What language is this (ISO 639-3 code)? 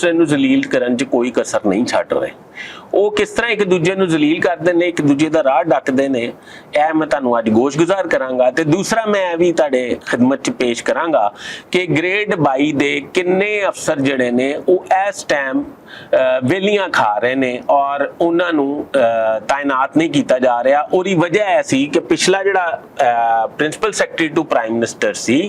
lah